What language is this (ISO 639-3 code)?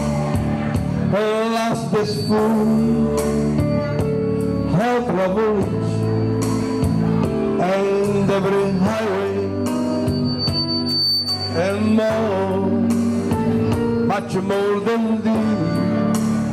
ita